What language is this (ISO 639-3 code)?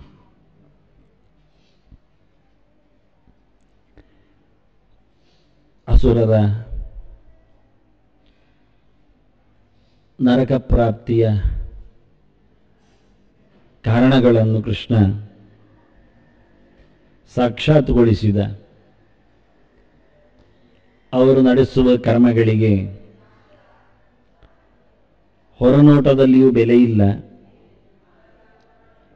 kan